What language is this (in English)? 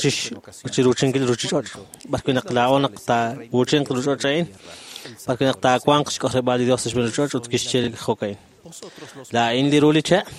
Kekchí